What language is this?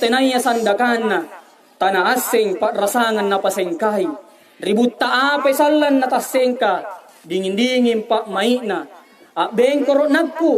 Makasar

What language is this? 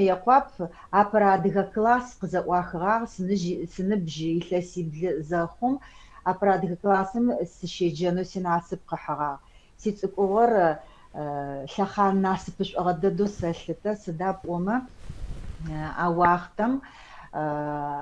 Adyghe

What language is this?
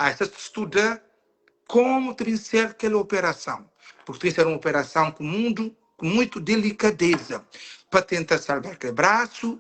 Kabuverdianu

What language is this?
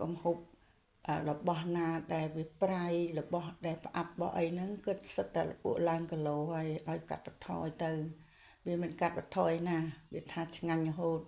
Khmer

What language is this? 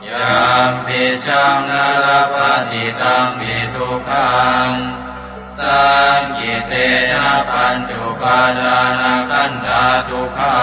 Pali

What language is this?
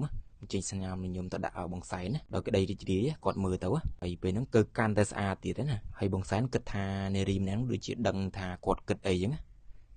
Khmer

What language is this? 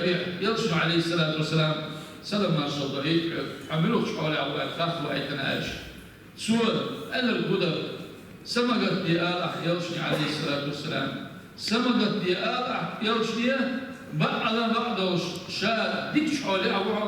Chechen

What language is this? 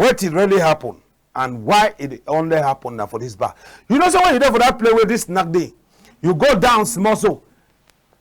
Cameroon Pidgin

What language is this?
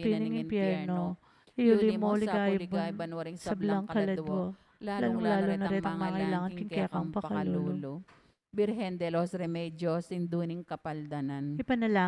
Pampanga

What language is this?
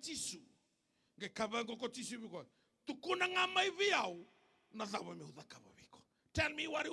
Fijian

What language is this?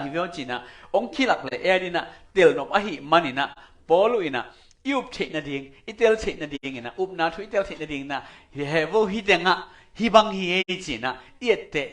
Tedim Chin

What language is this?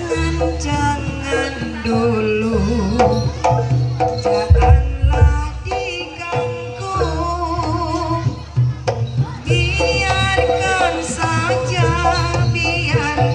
Indonesian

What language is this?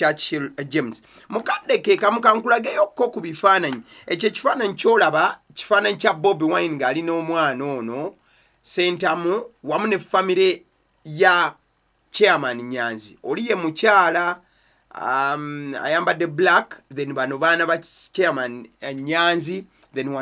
Ganda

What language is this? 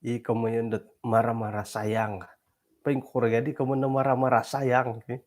Central Dusun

